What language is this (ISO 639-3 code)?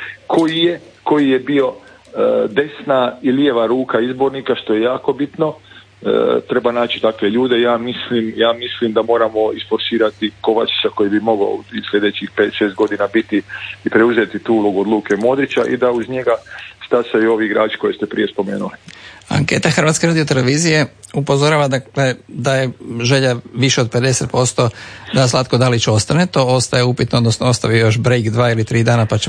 hrv